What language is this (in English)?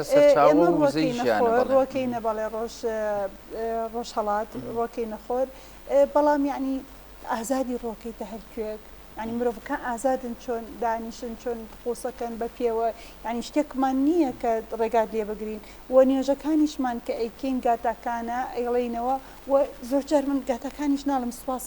Central Kurdish